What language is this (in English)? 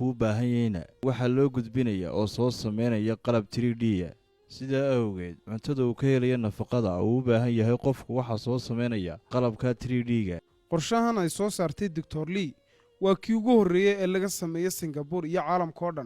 Somali